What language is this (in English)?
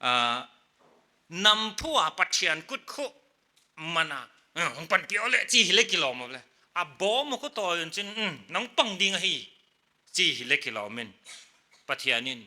Paite Chin